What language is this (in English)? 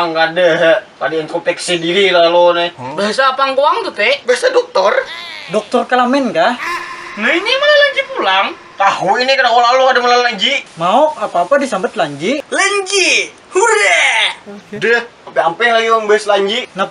Banjar